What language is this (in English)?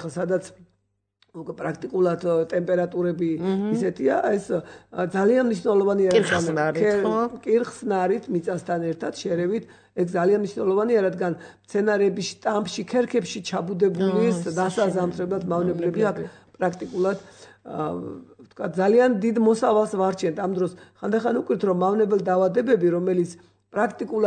Georgian